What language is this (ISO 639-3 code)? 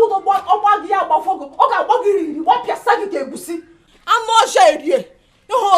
ibo